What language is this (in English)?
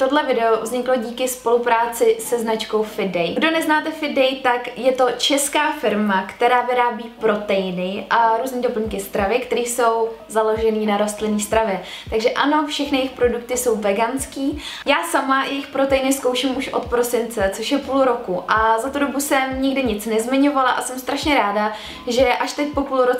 Czech